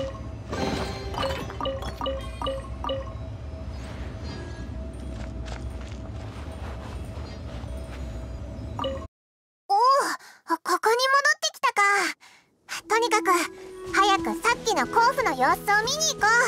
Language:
Japanese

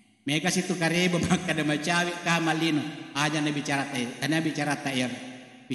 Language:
Buginese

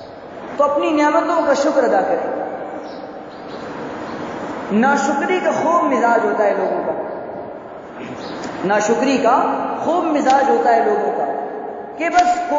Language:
Urdu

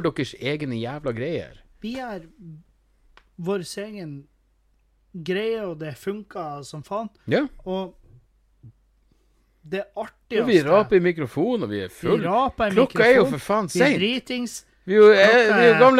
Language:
Norwegian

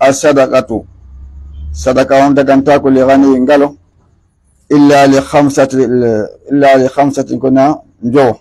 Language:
Fula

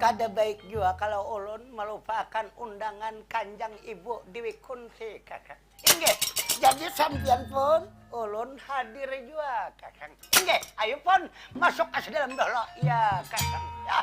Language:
Banjar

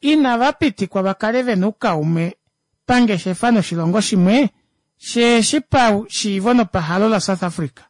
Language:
Kuanyama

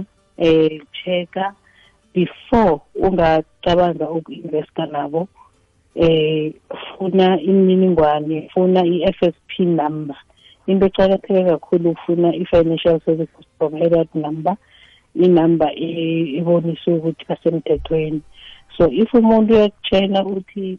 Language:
South Ndebele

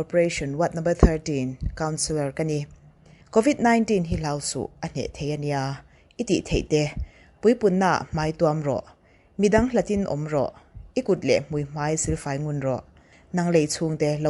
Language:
Mizo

